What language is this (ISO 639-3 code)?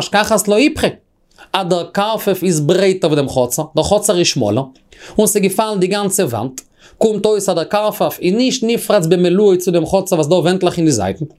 yid